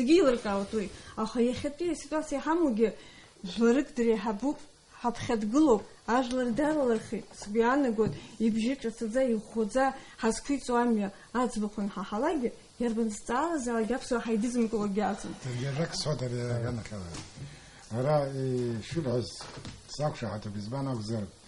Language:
Abkhazian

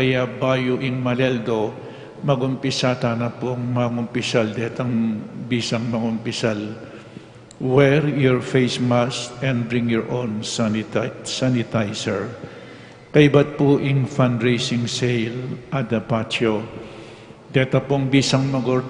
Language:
Pampanga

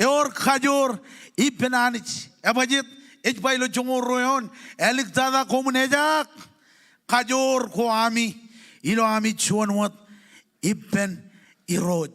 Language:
Marshallese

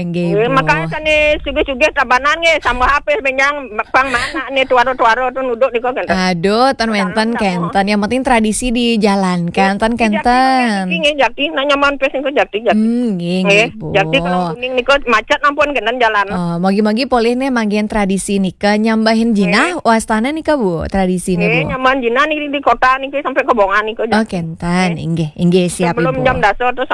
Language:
Balinese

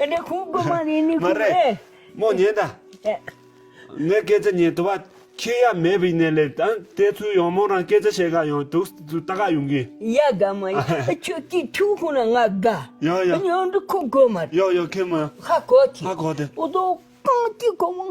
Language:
Tibetan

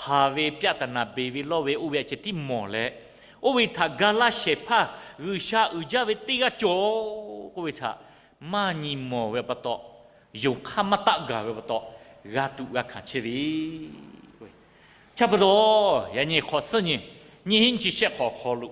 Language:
Lahu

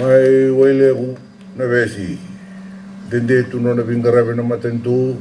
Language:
Fijian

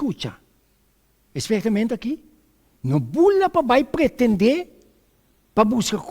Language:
Papiamento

